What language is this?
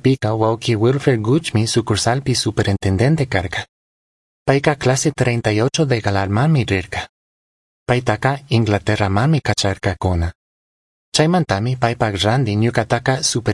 Chimborazo Highland Quichua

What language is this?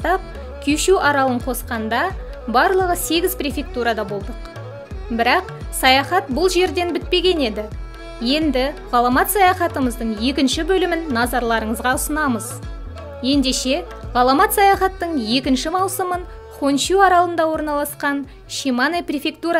Kazakh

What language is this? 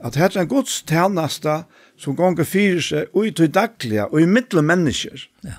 Faroese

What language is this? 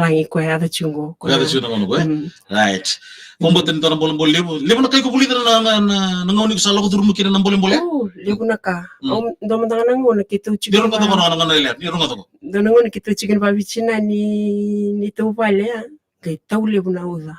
Fijian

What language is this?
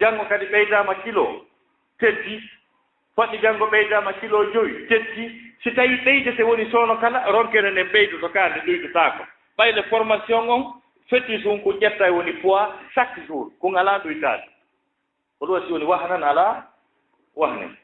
Fula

